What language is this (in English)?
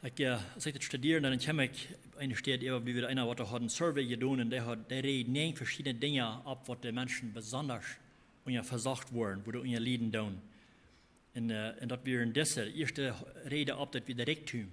Plautdietsch